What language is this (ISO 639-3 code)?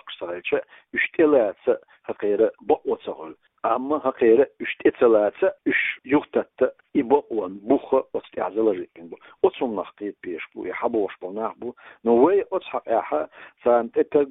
che